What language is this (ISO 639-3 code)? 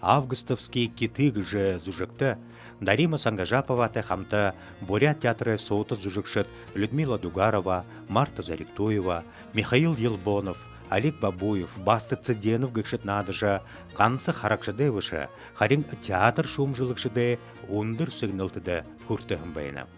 bua